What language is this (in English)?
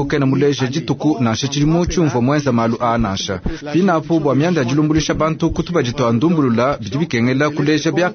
Luba-Lulua